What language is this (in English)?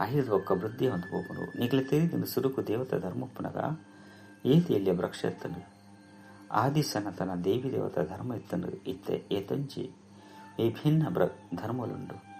Tulu